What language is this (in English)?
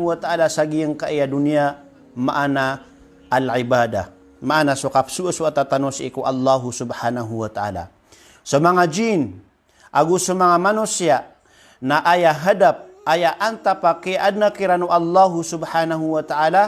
Maranao